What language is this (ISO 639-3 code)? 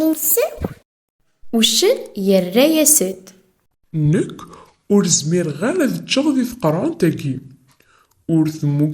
kab